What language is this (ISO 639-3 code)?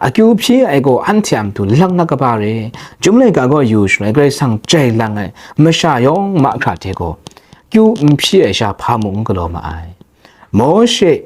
kac